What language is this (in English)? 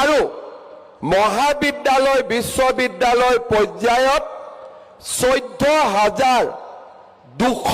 Assamese